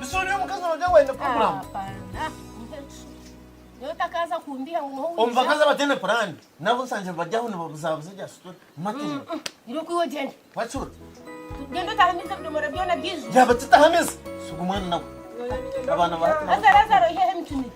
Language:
Nyankole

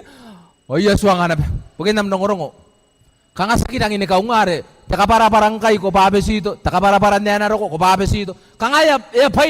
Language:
Gilbertese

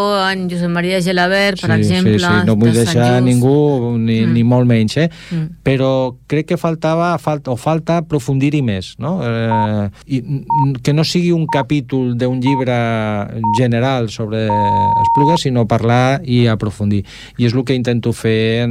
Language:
Catalan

